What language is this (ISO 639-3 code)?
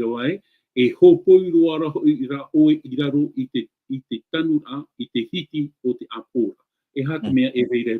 tah